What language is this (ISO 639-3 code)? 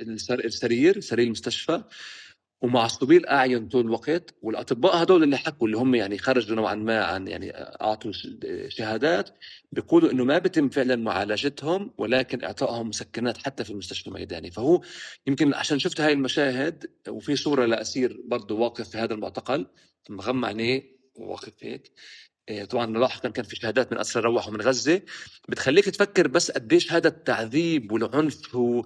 apc